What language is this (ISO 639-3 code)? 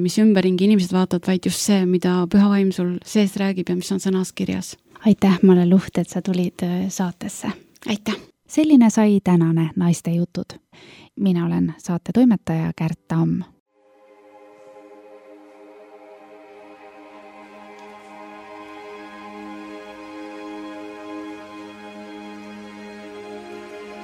est